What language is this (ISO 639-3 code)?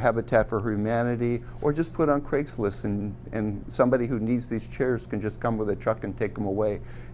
eng